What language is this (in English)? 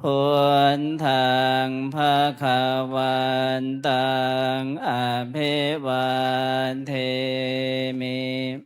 Pali